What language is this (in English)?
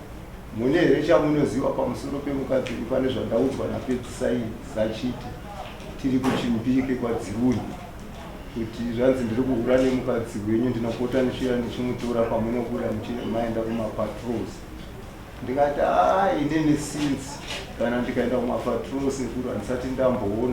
Shona